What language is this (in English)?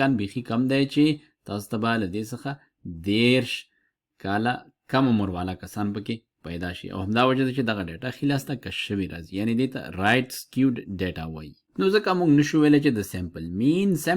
Pashto